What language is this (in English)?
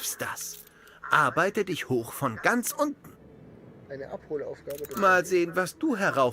Bavarian